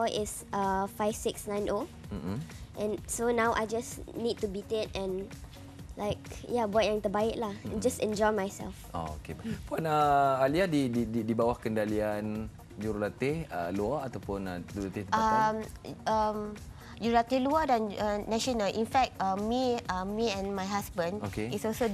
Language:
Malay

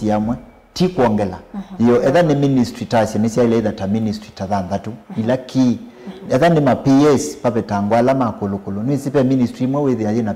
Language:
Kamba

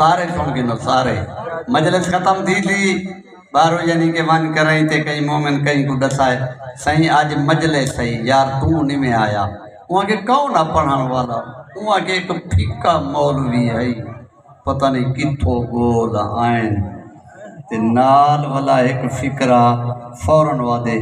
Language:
Saraiki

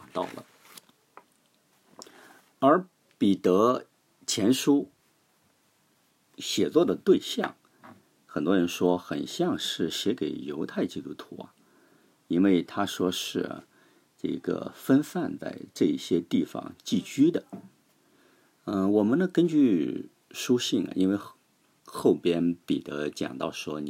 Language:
Chinese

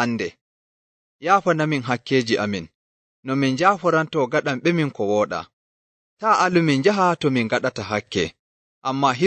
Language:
Nigerian Fulfulde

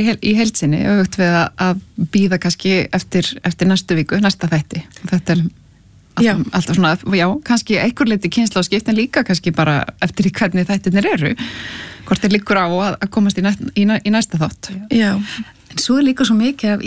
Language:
Icelandic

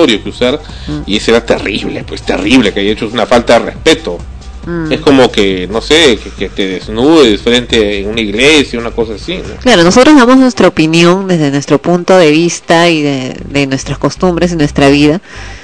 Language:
Spanish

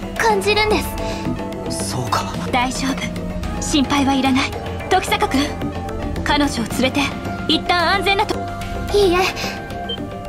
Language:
Japanese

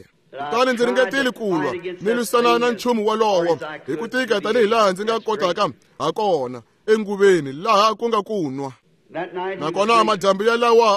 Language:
Tsonga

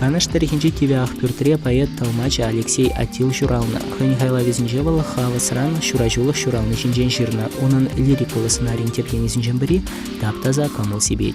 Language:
Chuvash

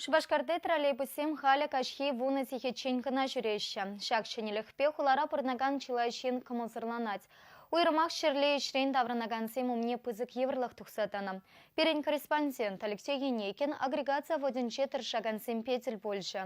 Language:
Chuvash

